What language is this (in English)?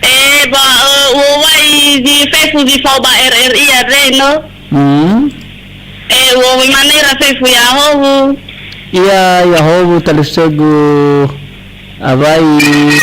Nias